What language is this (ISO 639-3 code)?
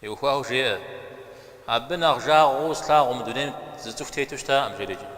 kbd